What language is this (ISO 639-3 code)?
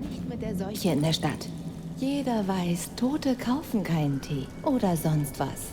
bar